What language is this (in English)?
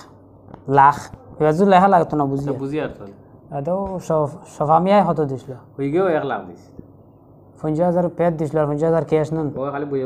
Sylheti